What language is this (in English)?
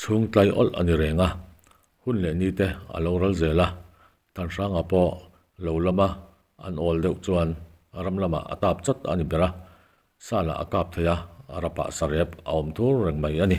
Mizo